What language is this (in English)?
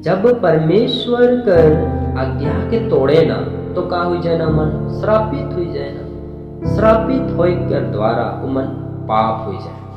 Sadri